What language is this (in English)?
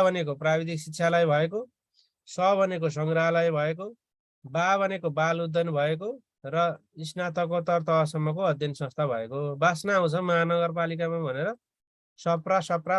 Nepali